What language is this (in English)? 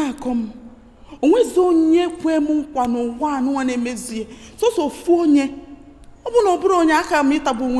Igbo